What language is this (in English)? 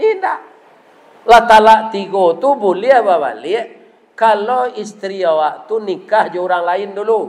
Minangkabau